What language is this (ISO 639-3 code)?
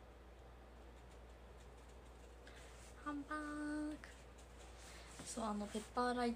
jpn